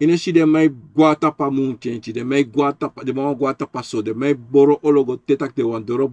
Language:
Sranan Tongo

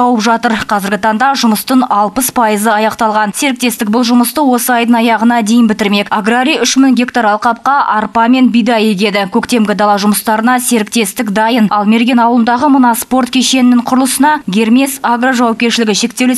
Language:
Kazakh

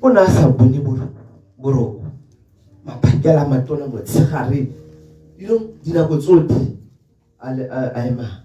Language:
Tswana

